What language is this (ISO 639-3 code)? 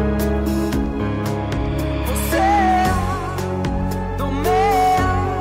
heb